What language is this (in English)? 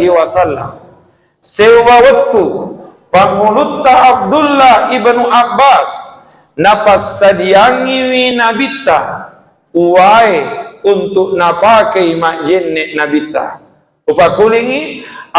Buginese